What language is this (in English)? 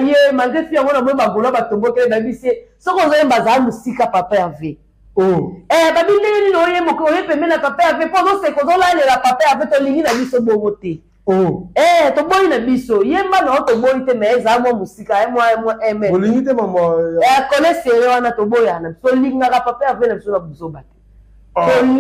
Lingala